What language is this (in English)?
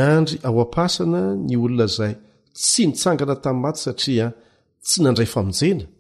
Malagasy